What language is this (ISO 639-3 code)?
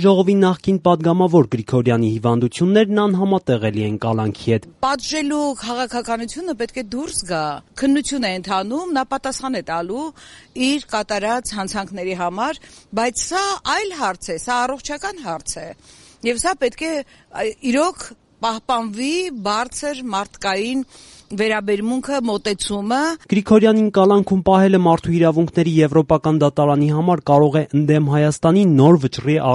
hye